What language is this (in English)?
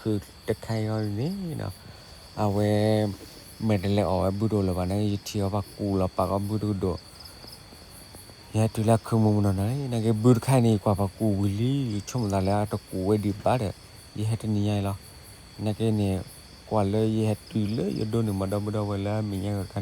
S'gaw Karen